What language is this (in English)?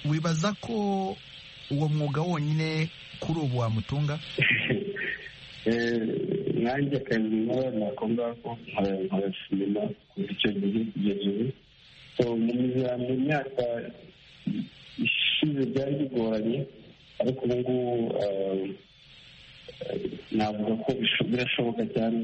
Kinyarwanda